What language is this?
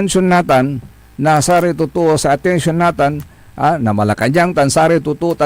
Pangasinan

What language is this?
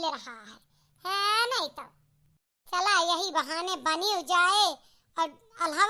Awadhi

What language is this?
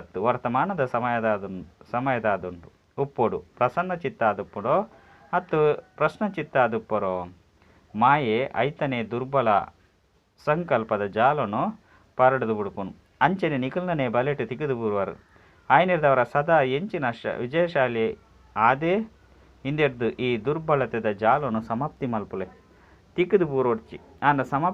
Tulu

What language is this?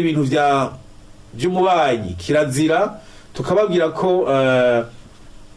Rundi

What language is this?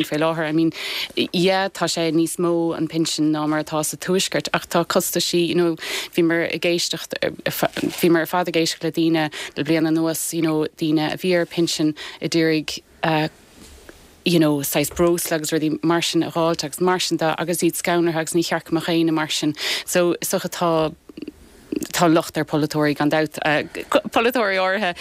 Irish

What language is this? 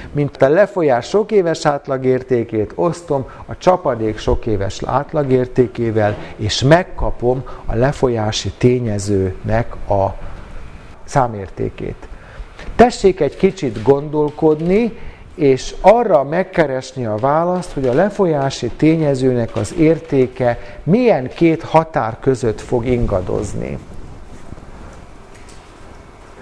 Hungarian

